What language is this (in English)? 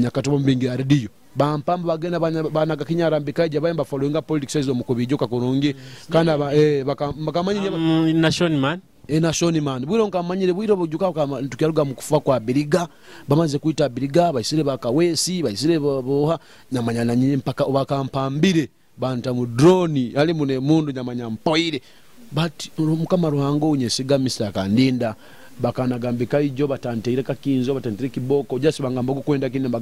Nyoro